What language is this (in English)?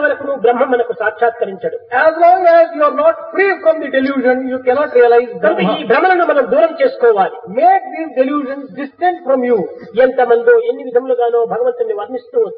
Telugu